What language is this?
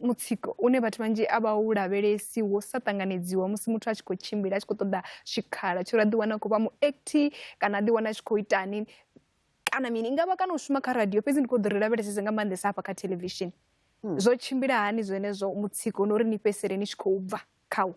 Venda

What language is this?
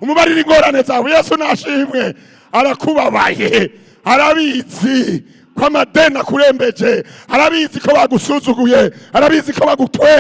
Rundi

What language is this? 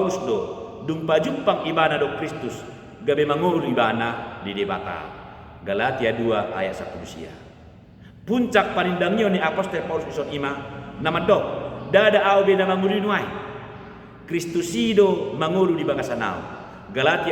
Batak Toba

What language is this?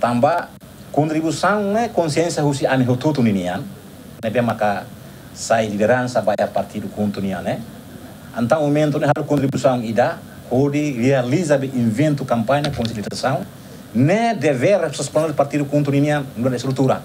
Tetum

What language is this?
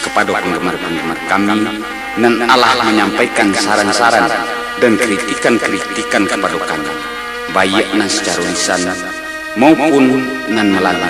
Minangkabau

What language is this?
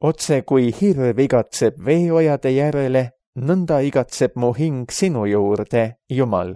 Estonian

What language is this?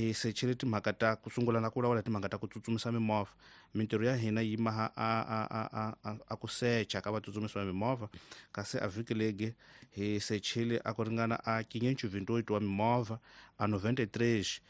Tsonga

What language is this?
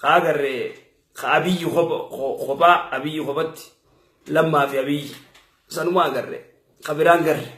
Oromo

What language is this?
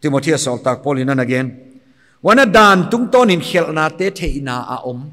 Paite Chin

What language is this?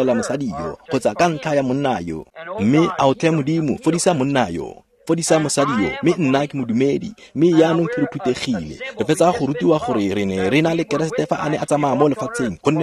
Tswana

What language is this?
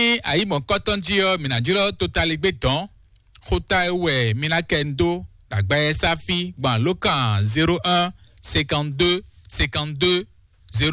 Fon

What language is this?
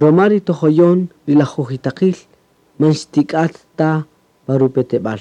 Kaqchikel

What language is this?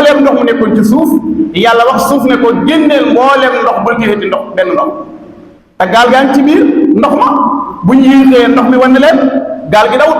Wolof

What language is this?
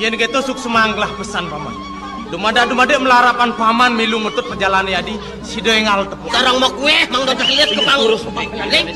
Balinese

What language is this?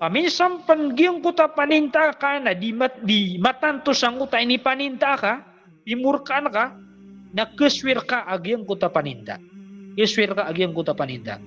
Maranao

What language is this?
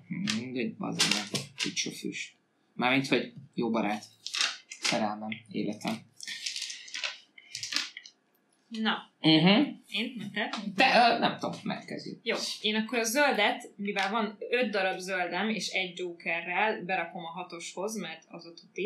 Hungarian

